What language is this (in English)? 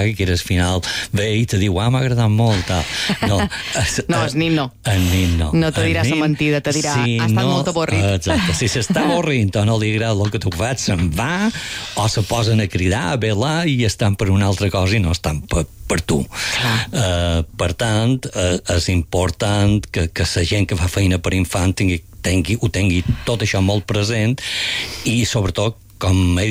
Catalan